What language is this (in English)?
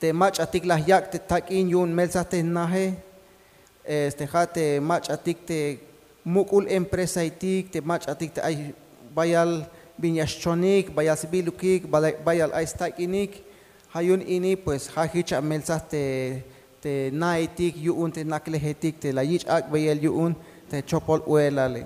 Tzeltal